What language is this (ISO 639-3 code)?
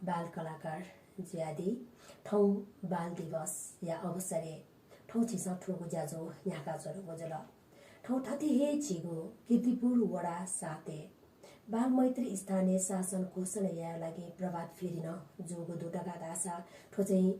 new